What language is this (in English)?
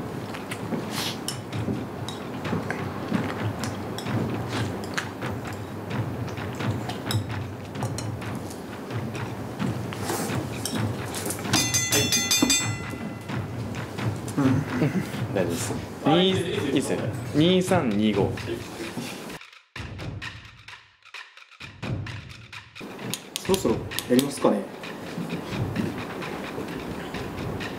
Japanese